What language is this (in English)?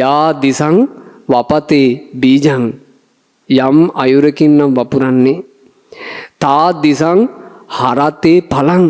Sinhala